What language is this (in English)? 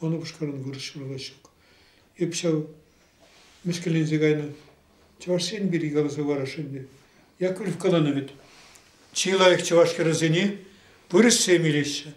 Chuvash